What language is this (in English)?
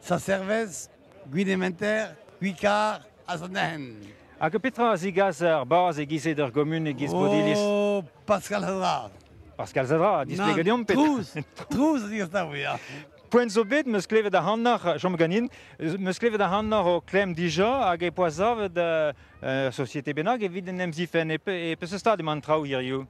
Breton